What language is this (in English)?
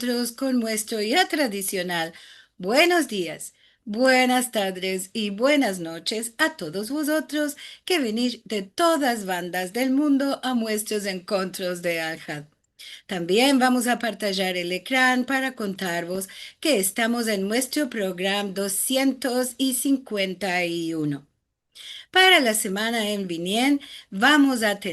Ladino